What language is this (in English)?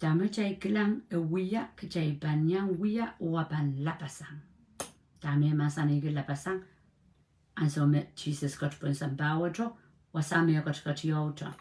Pohnpeian